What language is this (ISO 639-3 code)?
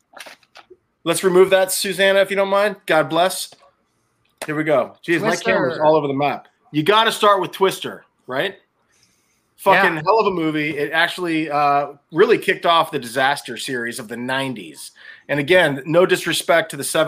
eng